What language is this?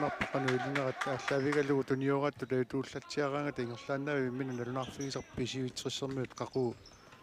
Kalaallisut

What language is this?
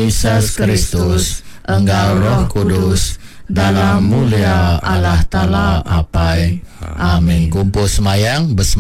Iban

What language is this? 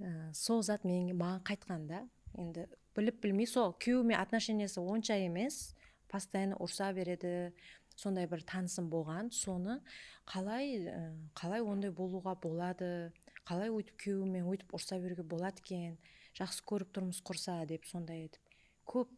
Kara-Kalpak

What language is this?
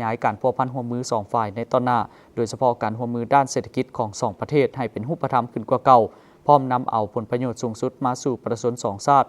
Lao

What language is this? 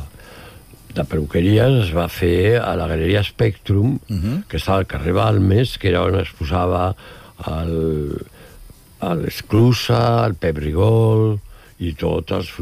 Catalan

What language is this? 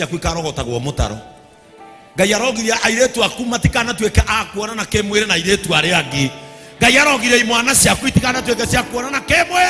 Kikuyu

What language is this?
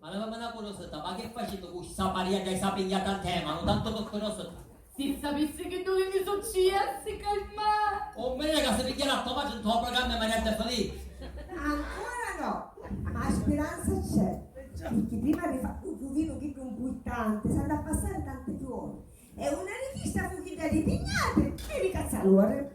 Sicilian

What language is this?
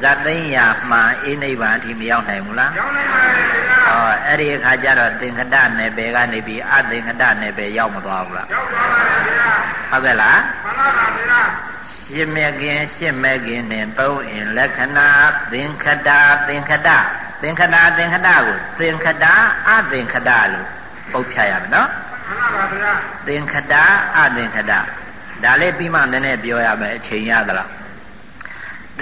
Burmese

